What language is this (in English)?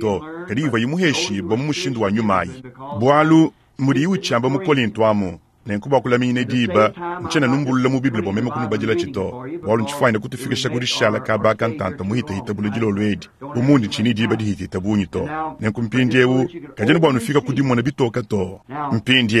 Luba-Lulua